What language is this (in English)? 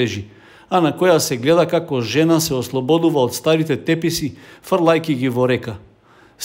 Macedonian